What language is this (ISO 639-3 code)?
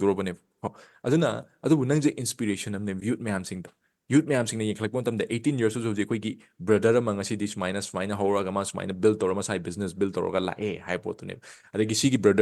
mni